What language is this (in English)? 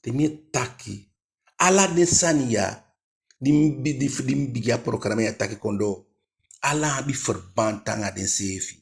Eastern Maroon Creole